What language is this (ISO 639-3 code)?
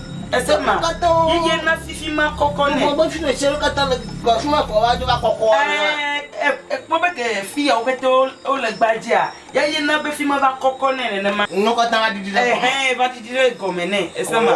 ewe